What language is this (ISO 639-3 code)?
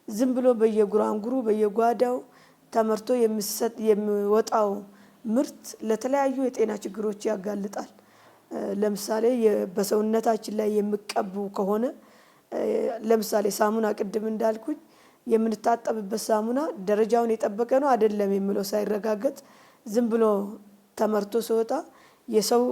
amh